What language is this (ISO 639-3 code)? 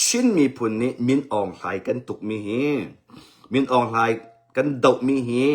cnh